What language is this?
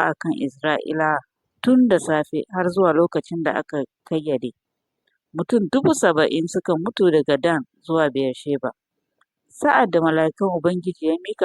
Hausa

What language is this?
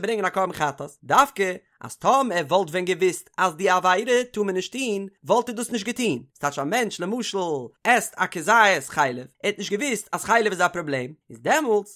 Yiddish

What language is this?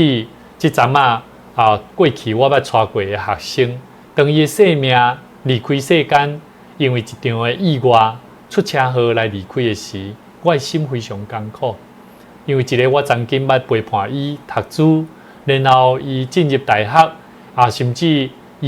Min Nan Chinese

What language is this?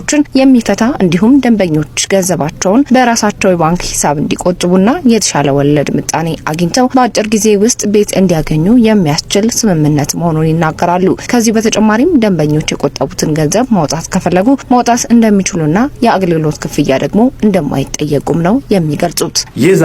Amharic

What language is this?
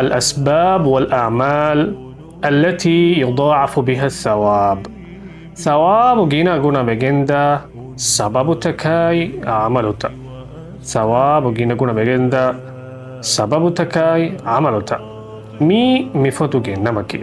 Divehi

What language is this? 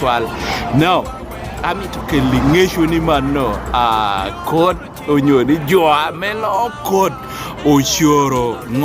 Lango (Uganda)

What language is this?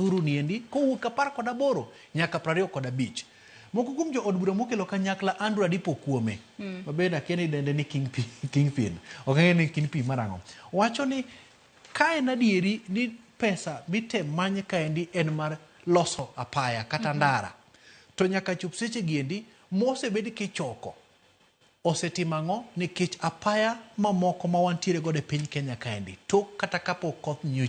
Luo (Kenya and Tanzania)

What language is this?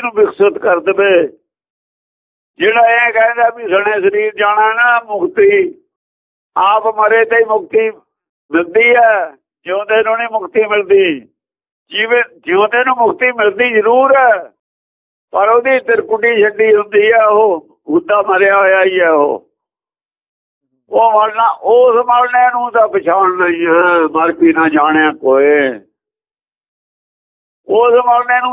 Punjabi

